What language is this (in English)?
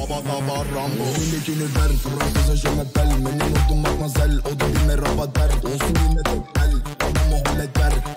Turkish